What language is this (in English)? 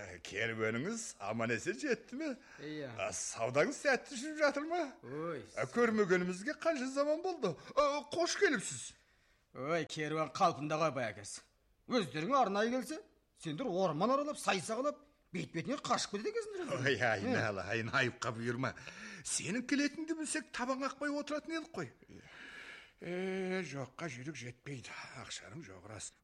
Kazakh